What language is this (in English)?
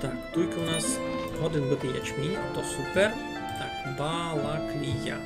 Rusyn